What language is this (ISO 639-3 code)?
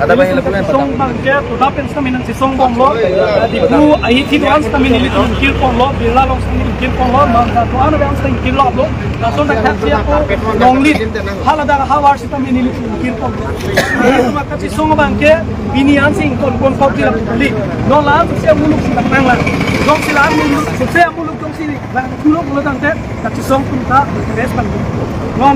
mjw